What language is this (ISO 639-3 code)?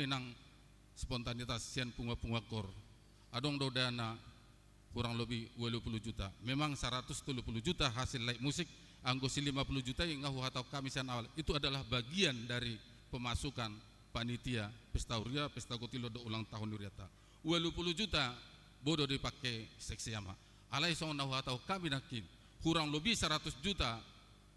bbc